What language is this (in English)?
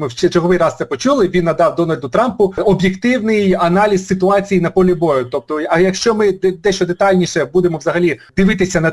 Ukrainian